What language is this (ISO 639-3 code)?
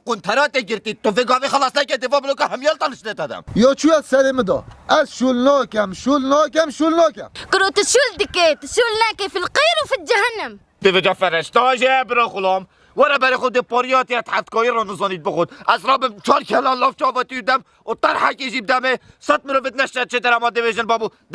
kur